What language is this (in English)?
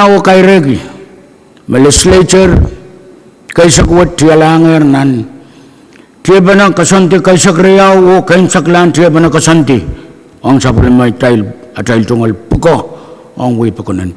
Pohnpeian